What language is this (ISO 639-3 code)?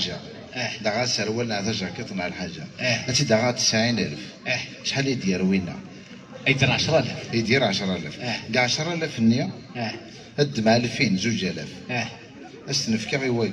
kab